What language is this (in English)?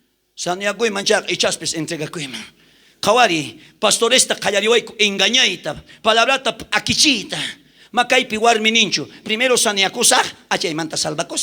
South Bolivian Quechua